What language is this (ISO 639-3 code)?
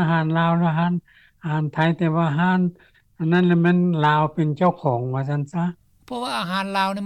lao